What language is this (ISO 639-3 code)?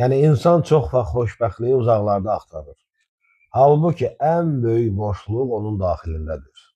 aze